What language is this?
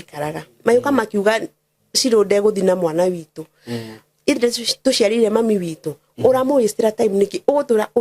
Kikuyu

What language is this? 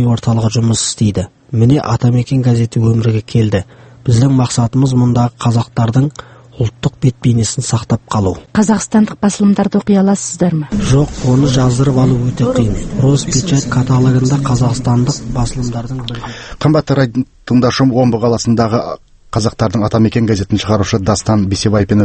Kazakh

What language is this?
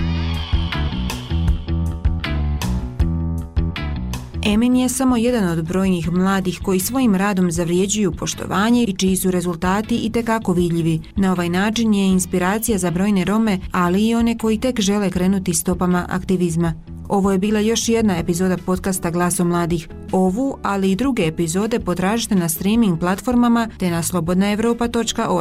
Bosnian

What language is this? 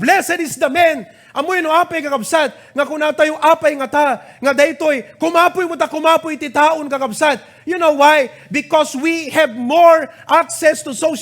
Iloko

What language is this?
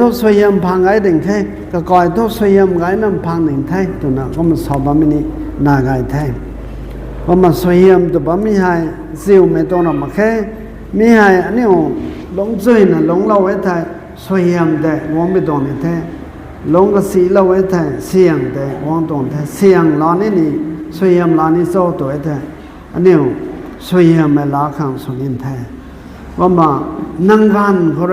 Rongmei Naga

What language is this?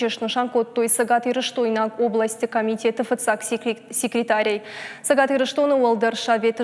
Ossetic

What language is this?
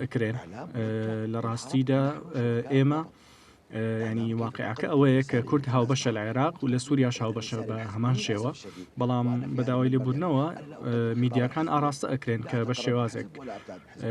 Central Kurdish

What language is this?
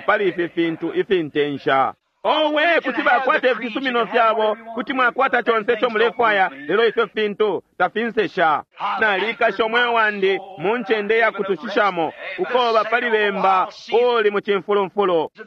Bemba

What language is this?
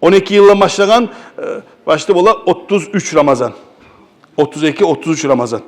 Kumyk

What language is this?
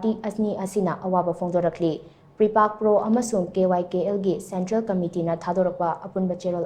Manipuri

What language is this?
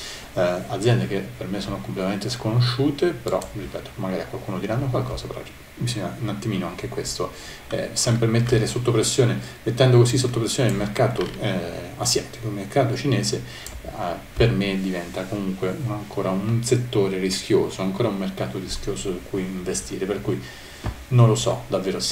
Italian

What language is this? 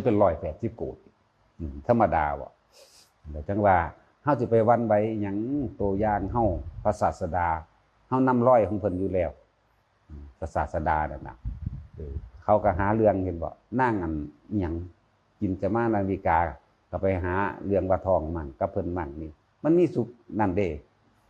Northeastern Thai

